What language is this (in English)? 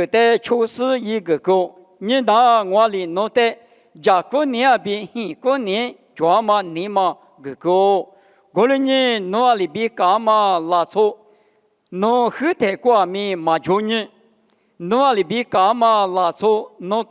Lisu